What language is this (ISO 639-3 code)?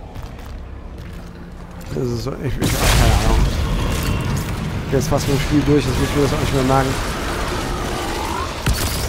deu